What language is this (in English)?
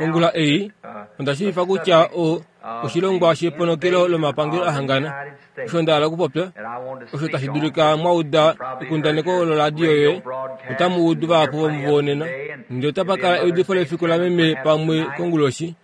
Kuanyama